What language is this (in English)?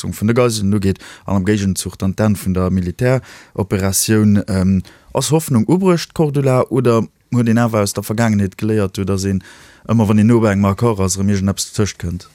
Luxembourgish